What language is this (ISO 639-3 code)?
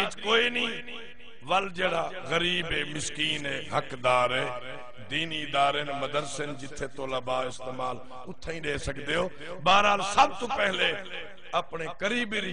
skr